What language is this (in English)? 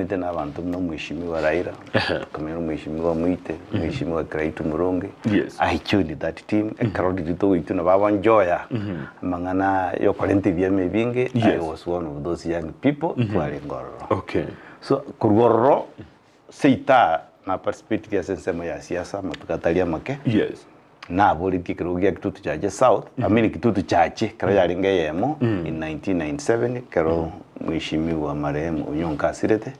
Gusii